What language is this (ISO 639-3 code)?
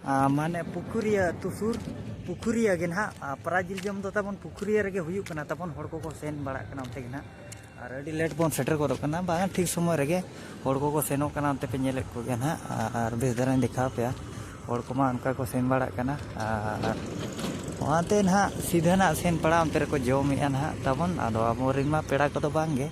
sat